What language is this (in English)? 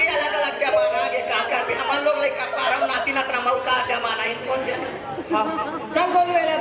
Chhattisgarhi